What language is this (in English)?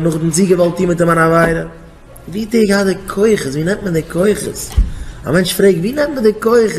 Yiddish